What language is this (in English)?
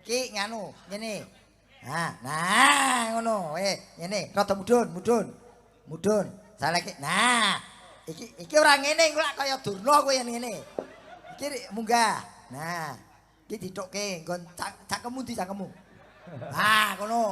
Javanese